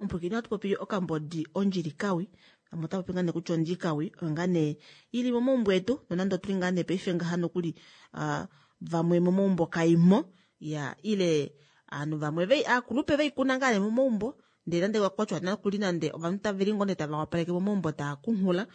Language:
Kuanyama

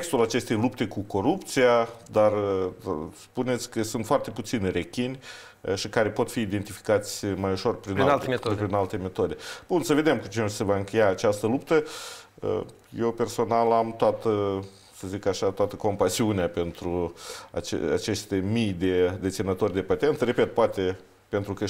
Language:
Romanian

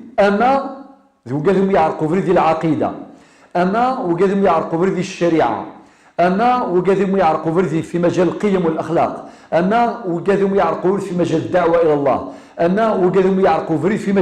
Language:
Kabyle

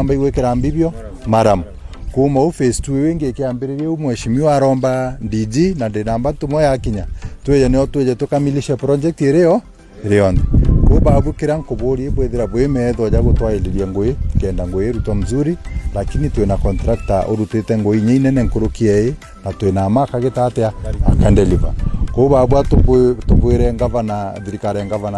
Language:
Meru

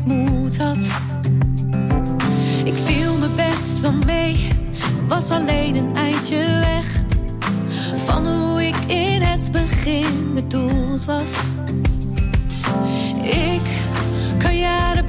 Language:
Dutch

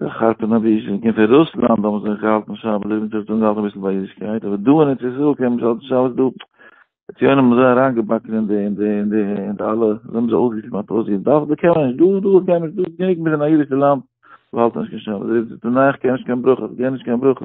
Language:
Yiddish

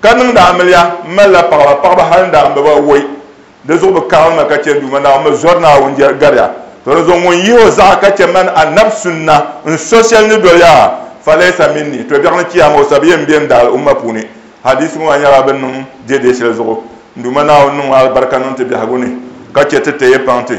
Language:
Dagbani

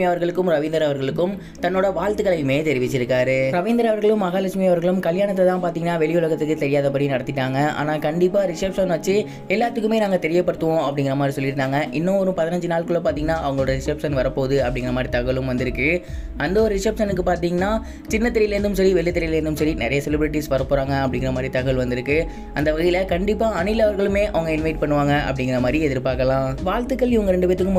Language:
Tamil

